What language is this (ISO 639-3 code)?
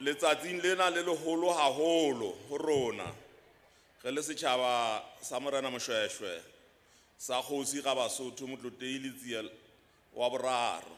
sot